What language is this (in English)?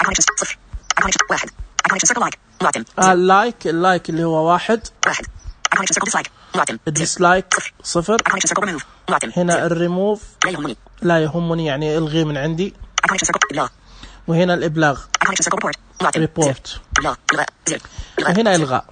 Najdi Arabic